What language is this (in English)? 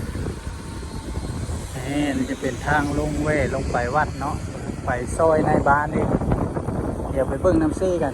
Lao